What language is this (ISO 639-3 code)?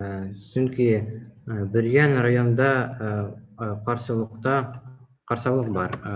bak